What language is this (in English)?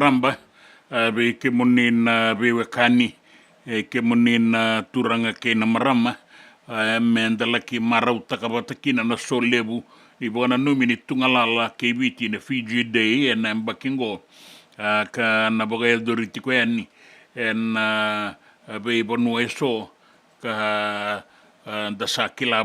Fijian